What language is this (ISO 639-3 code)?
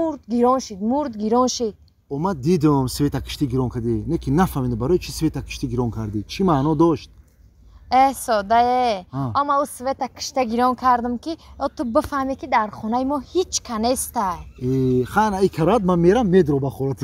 tgk